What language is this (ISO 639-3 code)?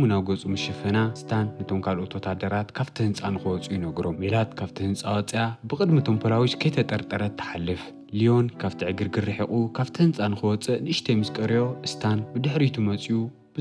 tir